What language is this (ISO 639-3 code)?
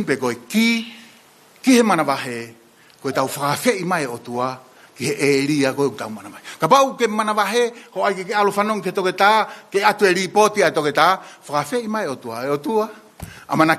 ton